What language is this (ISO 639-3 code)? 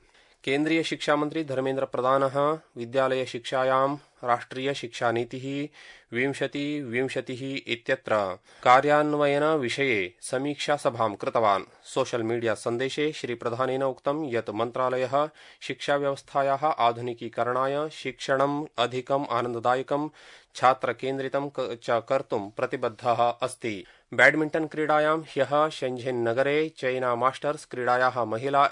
san